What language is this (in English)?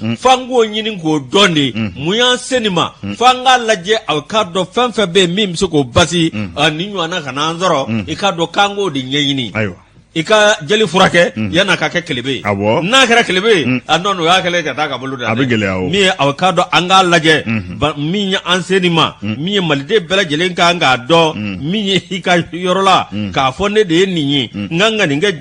Bambara